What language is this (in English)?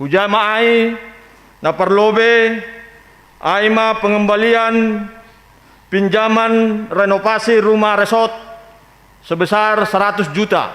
Batak Simalungun